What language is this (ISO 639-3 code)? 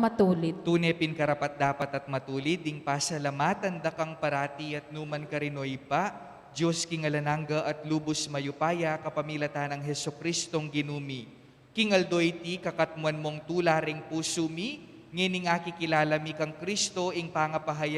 pam